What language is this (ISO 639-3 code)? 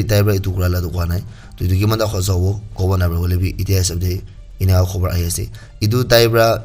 nag